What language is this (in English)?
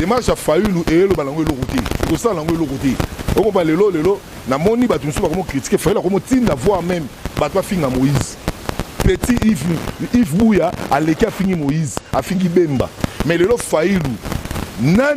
Lingala